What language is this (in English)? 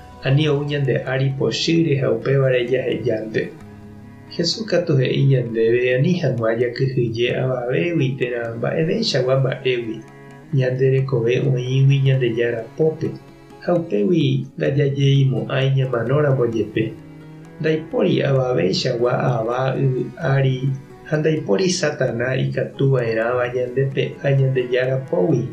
Guarani